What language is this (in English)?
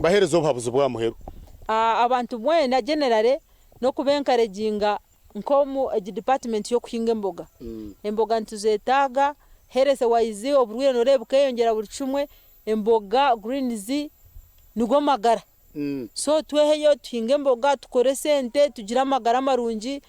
Nyankole